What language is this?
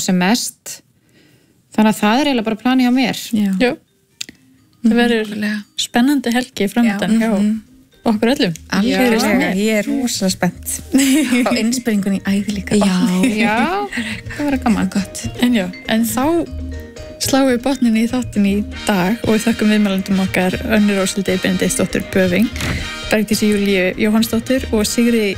Icelandic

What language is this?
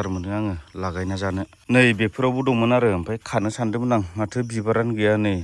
Bodo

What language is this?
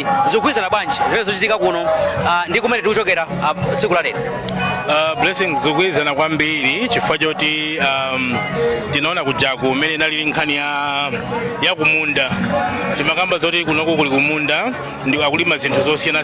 Nyanja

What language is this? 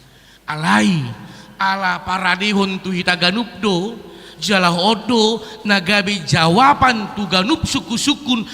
Batak Toba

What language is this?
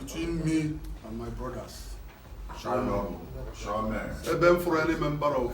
Igbo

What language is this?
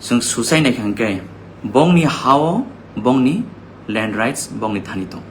Kok Borok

